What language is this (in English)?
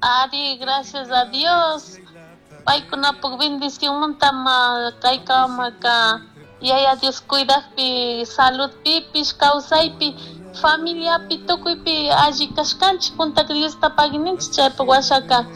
Chimborazo Highland Quichua